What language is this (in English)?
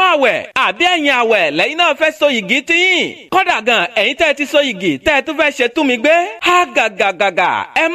Yoruba